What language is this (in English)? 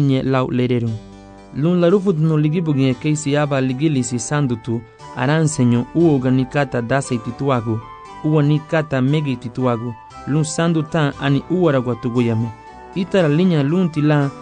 Garifuna